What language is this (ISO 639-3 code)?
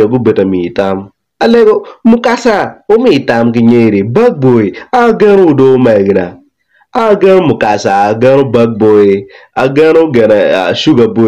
ach